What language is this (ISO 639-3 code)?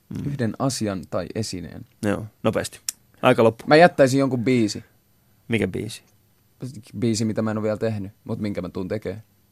fin